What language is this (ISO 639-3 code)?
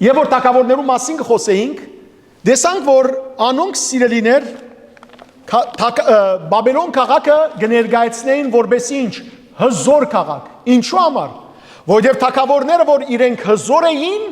hyw